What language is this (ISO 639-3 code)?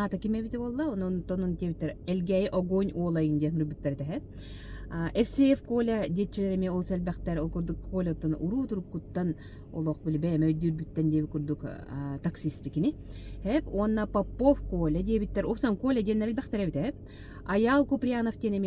sah